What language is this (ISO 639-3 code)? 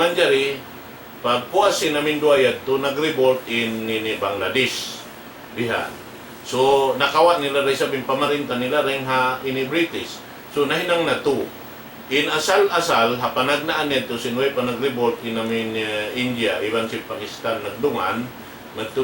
tsg